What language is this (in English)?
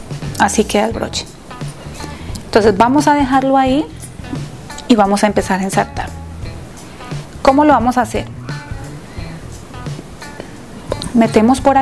Spanish